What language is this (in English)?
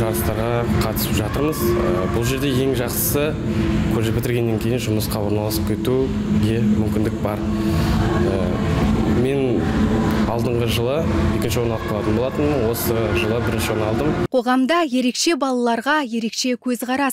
Kazakh